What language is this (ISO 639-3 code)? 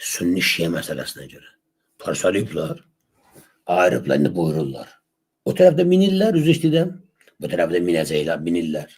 aze